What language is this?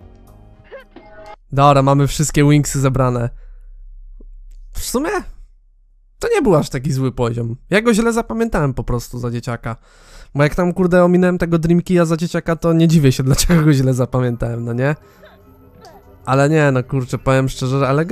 Polish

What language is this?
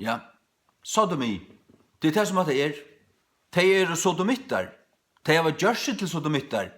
Faroese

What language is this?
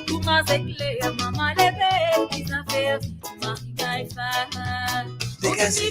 Morisyen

